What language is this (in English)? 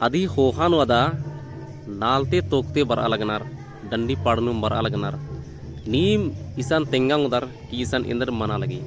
Kurukh